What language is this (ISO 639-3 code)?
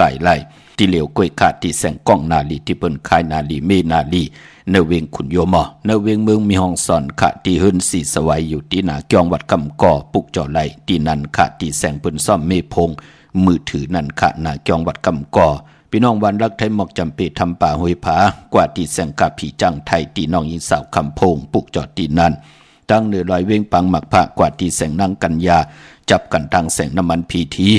shn